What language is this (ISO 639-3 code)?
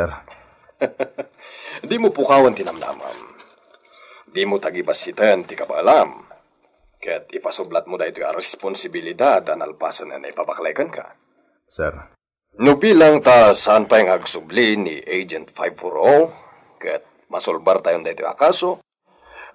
ilo